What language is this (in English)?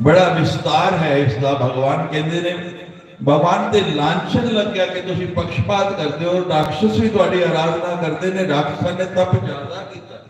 Dogri